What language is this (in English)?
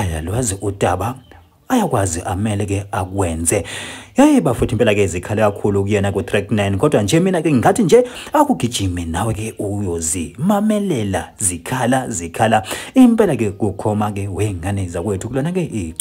Zulu